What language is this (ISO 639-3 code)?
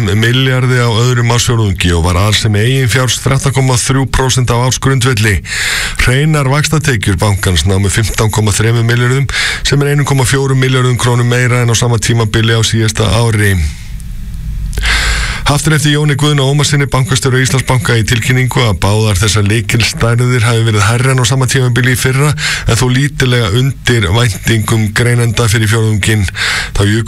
isl